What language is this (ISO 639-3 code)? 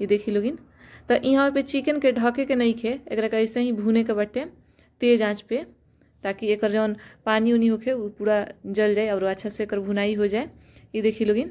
bho